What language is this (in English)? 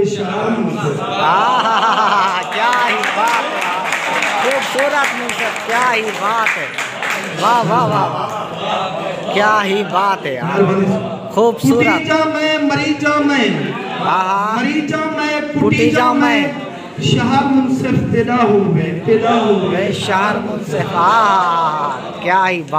Saraiki